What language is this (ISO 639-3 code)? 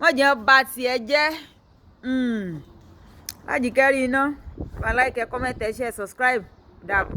yor